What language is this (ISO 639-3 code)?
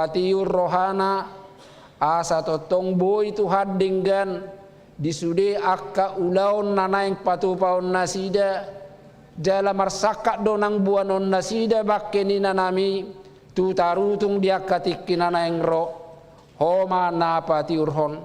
bbc